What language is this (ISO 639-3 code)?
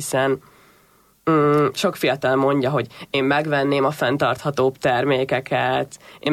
hun